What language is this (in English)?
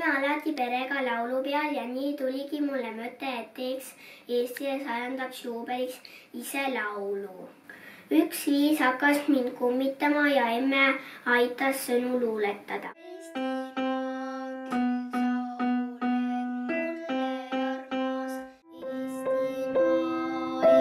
Estonian